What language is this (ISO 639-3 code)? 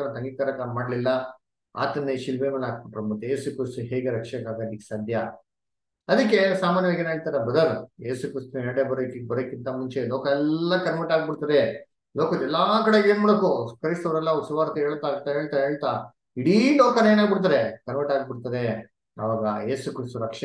kan